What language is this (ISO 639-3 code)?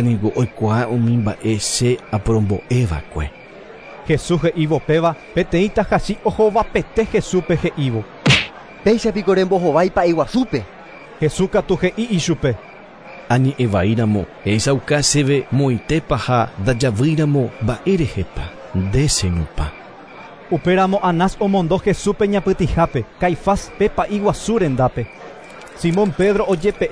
grn